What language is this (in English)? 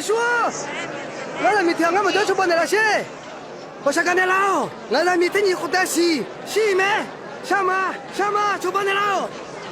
Akha